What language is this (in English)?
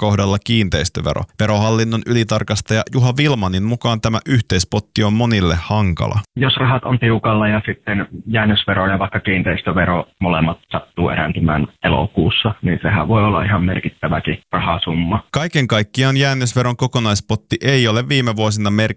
Finnish